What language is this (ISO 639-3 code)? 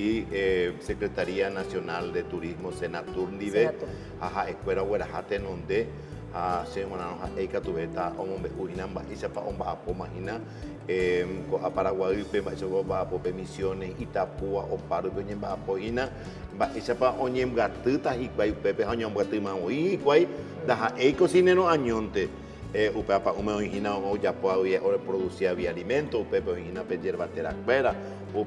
grn